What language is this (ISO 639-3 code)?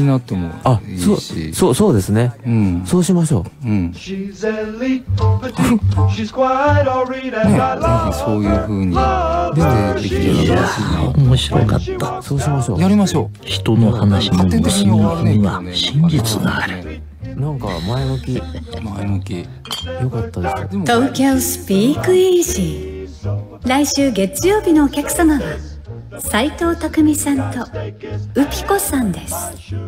jpn